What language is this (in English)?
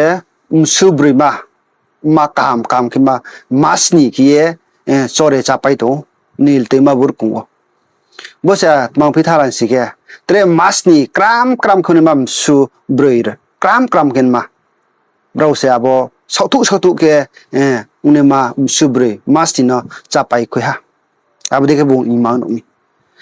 Riang (India)